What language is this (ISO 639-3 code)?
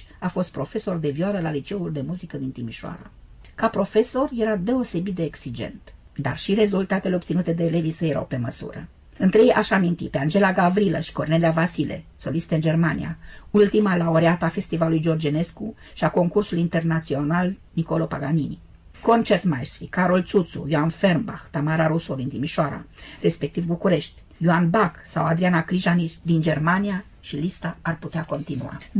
ron